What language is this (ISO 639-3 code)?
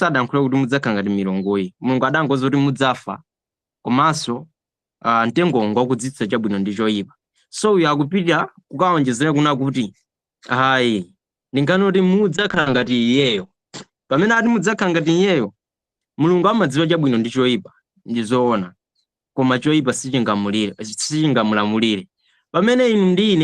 nya